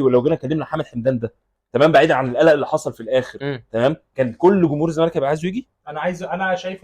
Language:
Egyptian Arabic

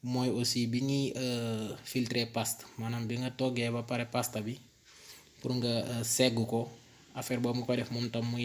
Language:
Wolof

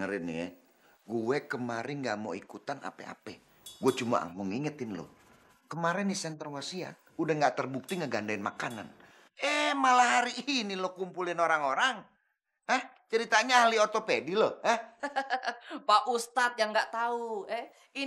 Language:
Betawi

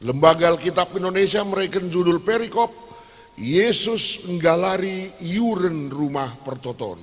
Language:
Batak Karo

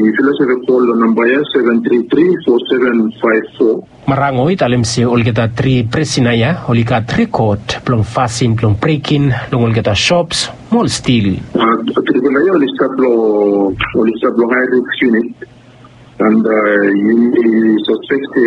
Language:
Bislama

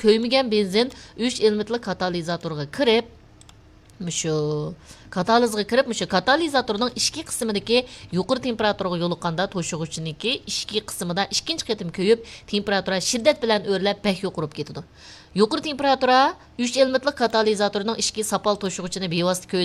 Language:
Uyghur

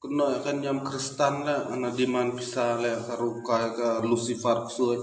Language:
Khasi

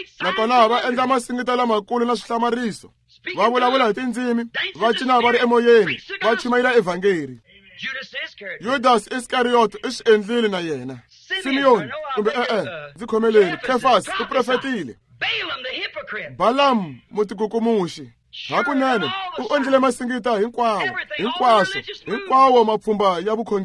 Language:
Tsonga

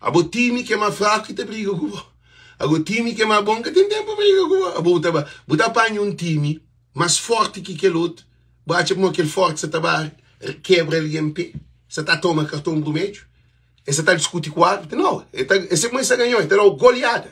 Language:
Kabuverdianu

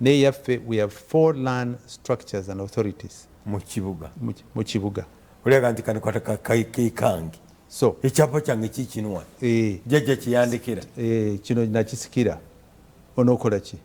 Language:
Ganda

